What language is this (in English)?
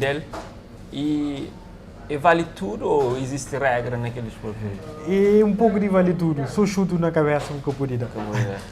Kabuverdianu